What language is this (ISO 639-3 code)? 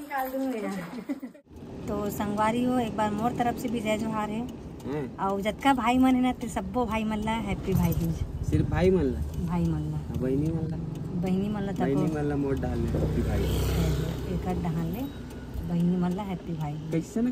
hne